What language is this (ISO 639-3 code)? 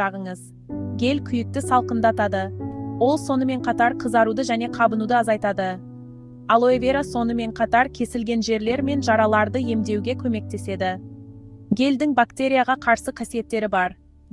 kaz